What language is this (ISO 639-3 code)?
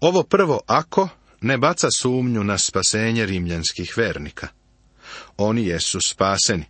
srp